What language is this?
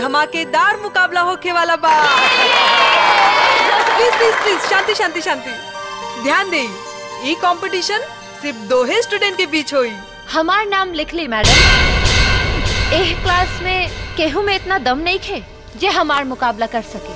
Bhojpuri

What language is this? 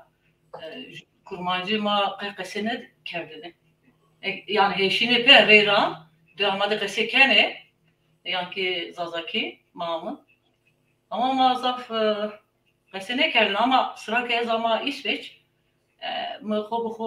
Zaza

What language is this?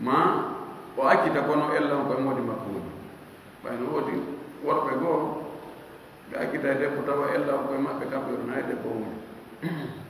Fula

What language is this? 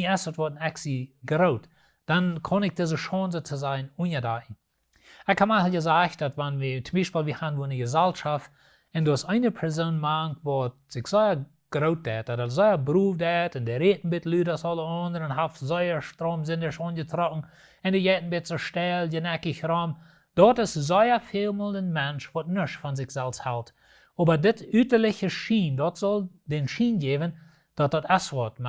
Plautdietsch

